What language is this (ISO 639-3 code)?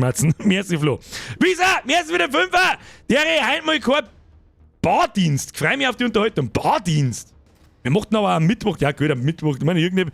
bar